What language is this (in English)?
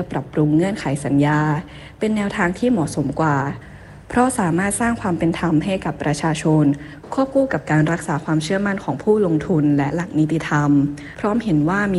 Thai